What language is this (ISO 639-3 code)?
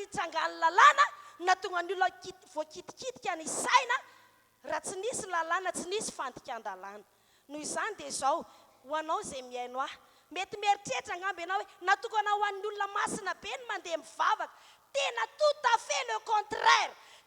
mlg